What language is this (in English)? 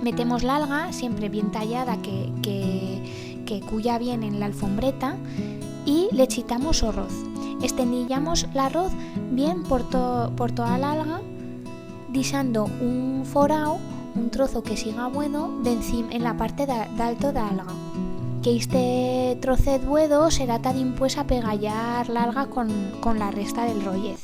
Aragonese